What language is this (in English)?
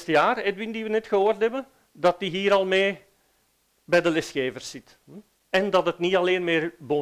Dutch